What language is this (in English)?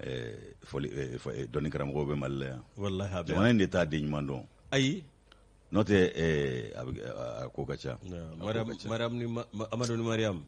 Bambara